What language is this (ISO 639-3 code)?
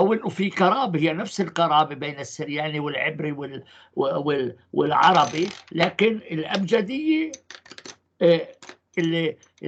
apc